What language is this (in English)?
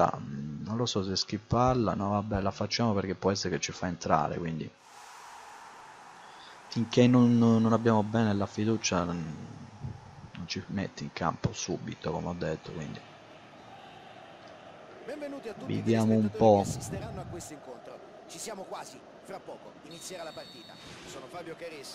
Italian